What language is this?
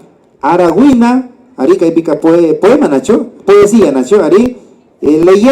Imbabura Highland Quichua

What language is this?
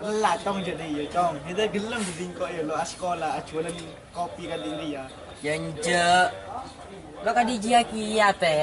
Madurese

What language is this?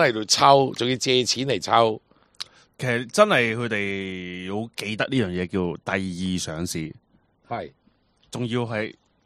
Cantonese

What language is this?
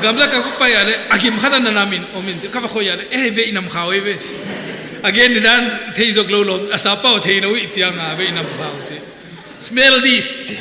Paite Chin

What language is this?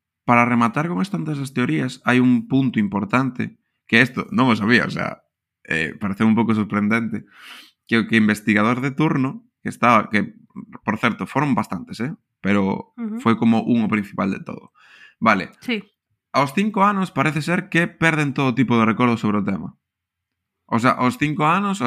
Galician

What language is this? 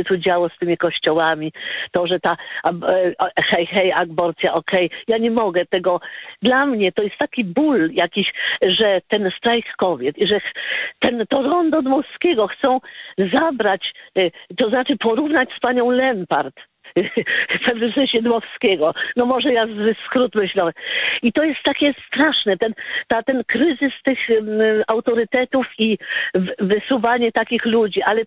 Polish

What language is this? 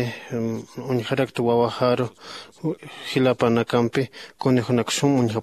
Aymara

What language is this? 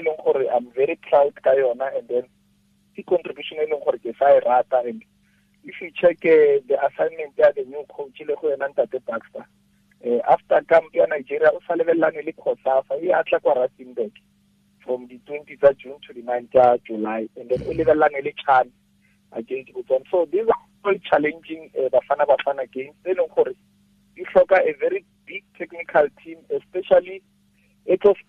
Tswana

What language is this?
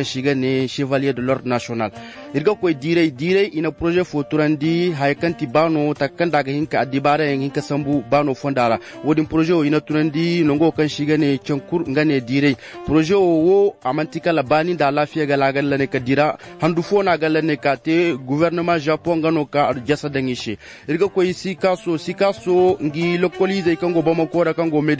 Zarma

